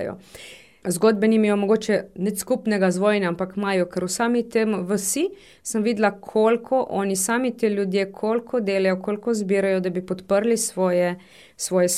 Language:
Slovenian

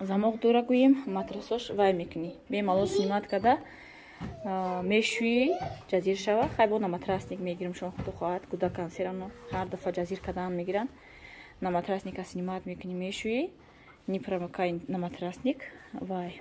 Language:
Tajik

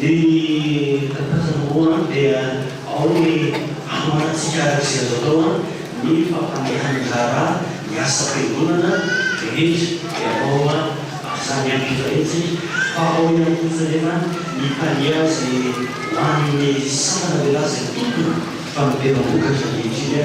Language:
Malagasy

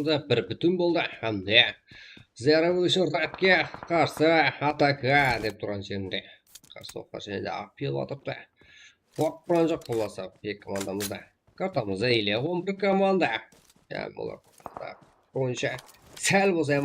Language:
Kara-Kalpak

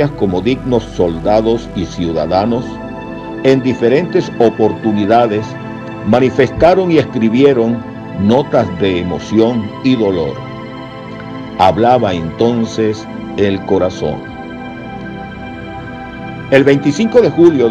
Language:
Spanish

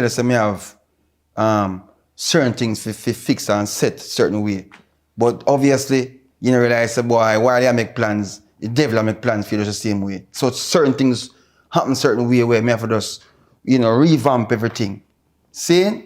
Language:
Jamaican Creole English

